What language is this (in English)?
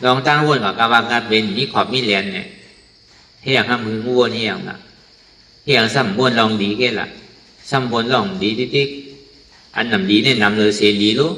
Shan